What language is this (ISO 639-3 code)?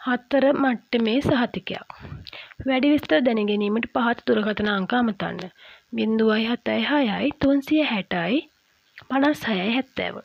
sin